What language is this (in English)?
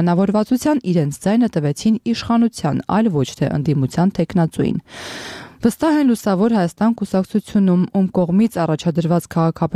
Armenian